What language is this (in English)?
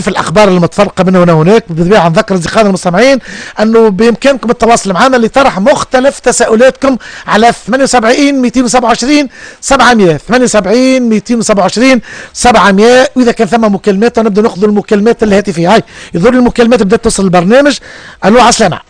Tunisian Arabic